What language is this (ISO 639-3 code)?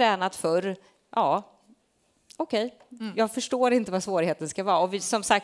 swe